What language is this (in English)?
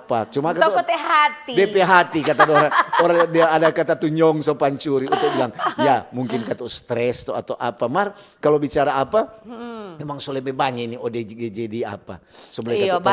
Manado Malay